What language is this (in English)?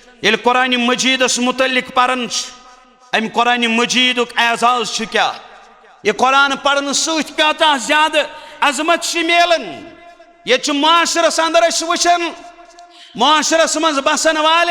Kashmiri